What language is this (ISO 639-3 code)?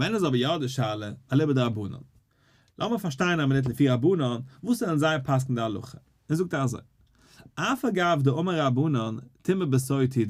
yid